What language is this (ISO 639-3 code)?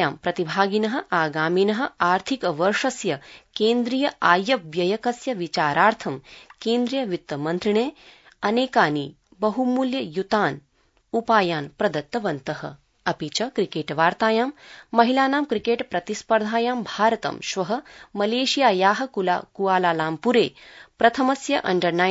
san